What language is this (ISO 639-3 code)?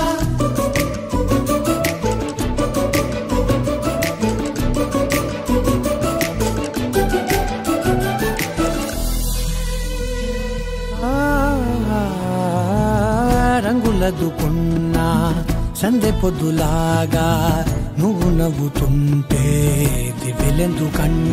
tel